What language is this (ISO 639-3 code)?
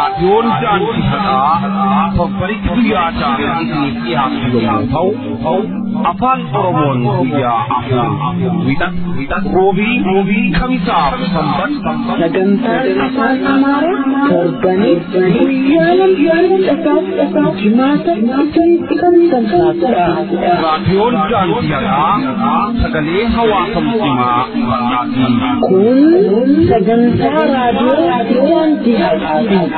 orm